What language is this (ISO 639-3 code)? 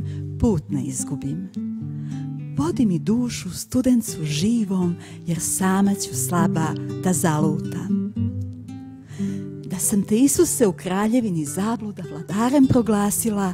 srp